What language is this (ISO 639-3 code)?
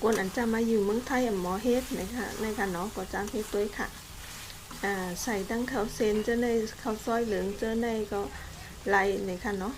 shn